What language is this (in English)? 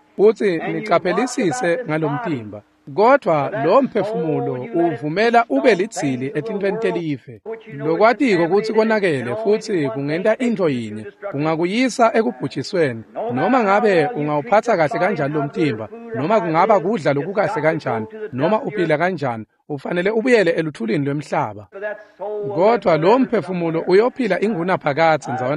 Swati